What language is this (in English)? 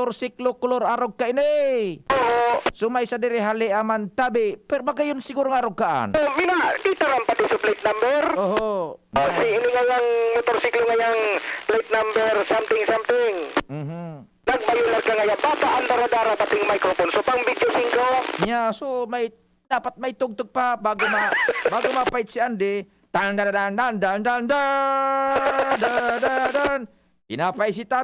Bikol